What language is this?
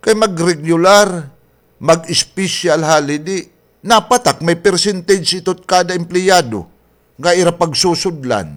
Waray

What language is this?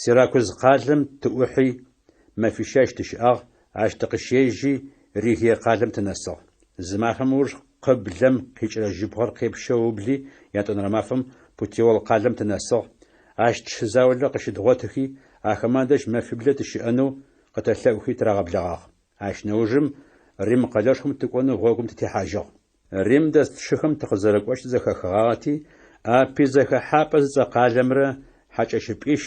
Adyghe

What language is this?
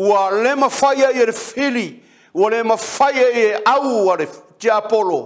Samoan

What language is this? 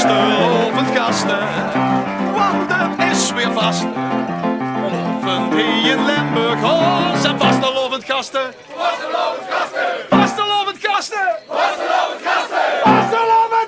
Limburgish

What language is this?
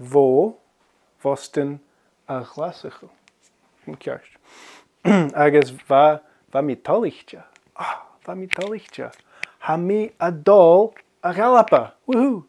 Scottish Gaelic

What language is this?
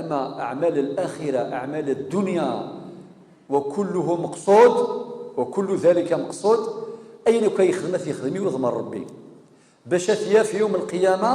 Kabyle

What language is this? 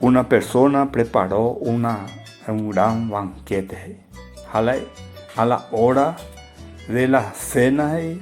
Guarani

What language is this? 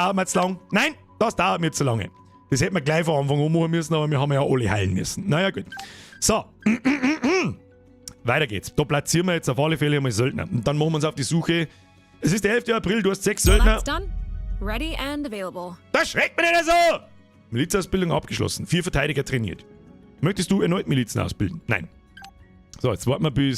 Bavarian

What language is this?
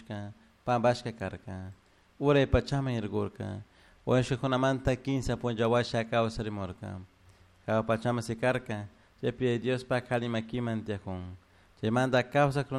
Chimborazo Highland Quichua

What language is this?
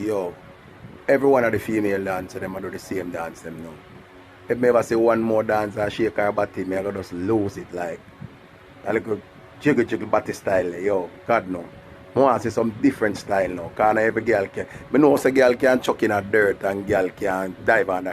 Jamaican Creole English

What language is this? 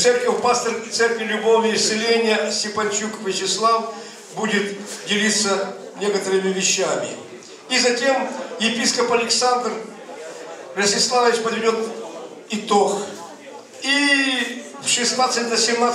Russian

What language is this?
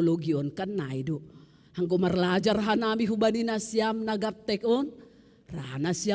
Batak Simalungun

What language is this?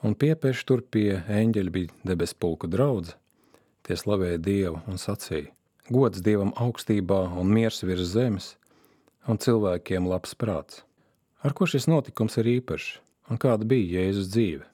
Latvian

